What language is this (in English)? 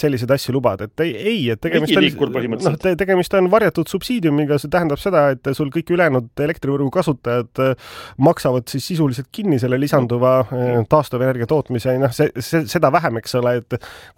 Estonian